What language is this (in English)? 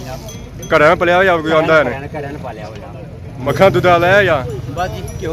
Pahari-Potwari